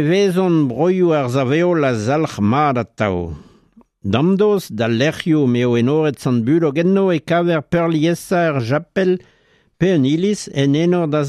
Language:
Breton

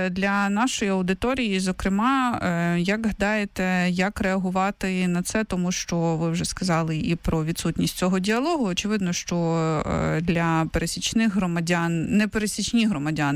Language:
Ukrainian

